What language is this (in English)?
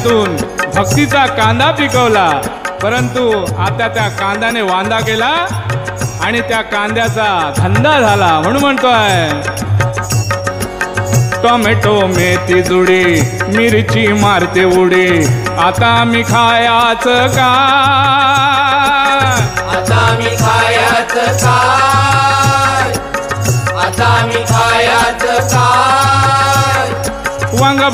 Marathi